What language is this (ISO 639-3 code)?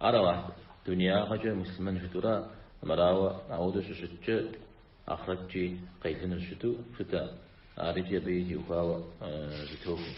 kbd